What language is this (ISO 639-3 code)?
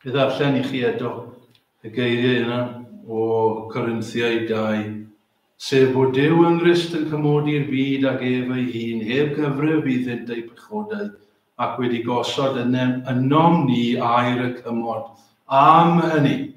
cym